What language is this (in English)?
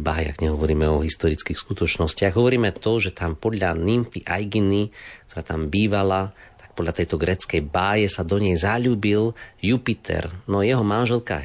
Slovak